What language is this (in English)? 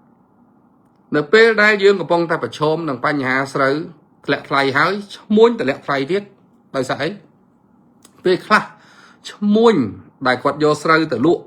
Khmer